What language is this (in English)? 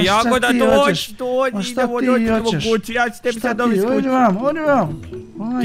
Croatian